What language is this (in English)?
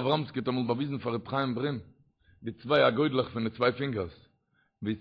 Yiddish